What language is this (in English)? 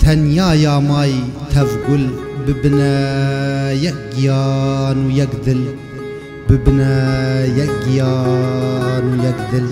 Kurdish